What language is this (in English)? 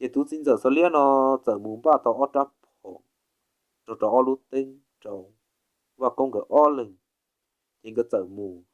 Hmong